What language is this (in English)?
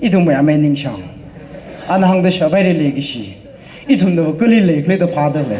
Tangkhul Naga (India)